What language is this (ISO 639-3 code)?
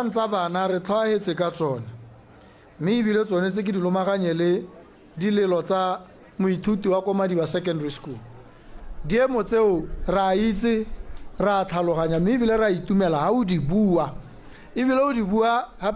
tsn